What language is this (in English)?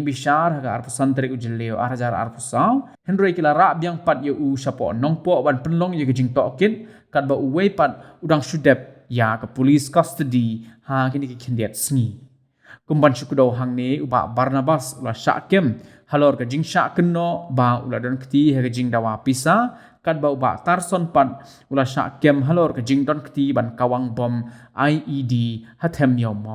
Khasi